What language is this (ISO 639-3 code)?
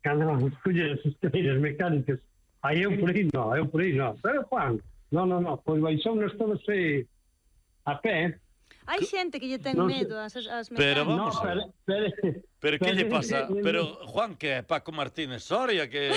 glg